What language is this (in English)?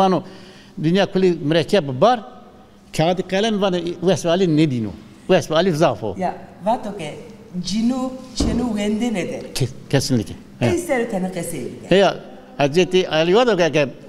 Zaza